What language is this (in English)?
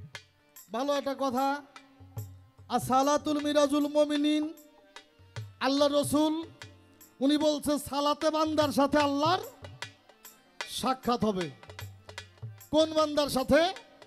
Bangla